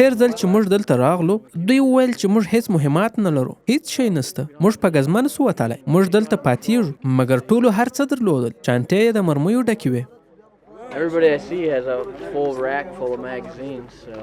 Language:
Pashto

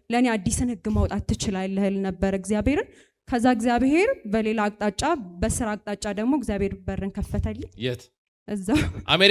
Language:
Amharic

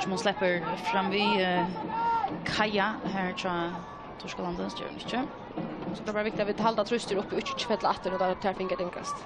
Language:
Faroese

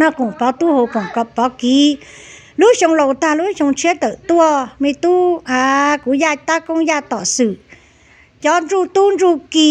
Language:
Hmong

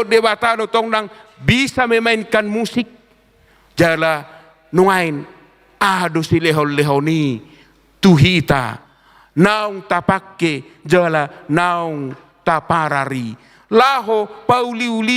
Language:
Batak Toba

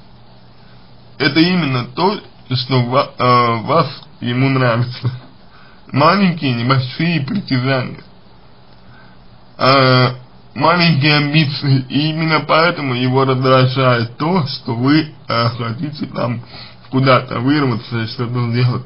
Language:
Russian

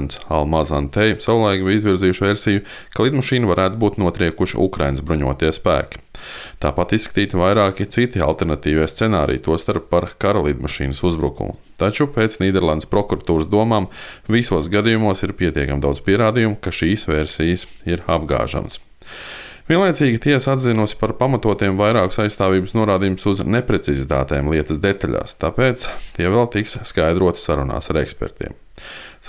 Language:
Latvian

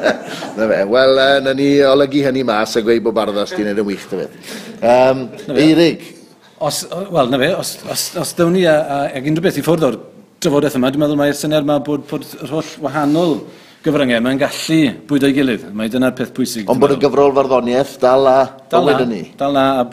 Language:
Welsh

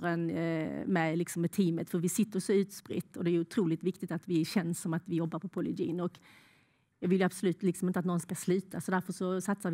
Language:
Swedish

